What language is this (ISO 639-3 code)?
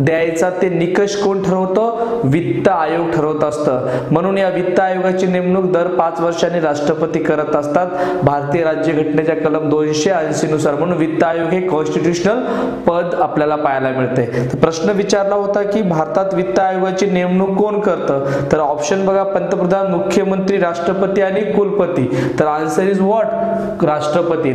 mar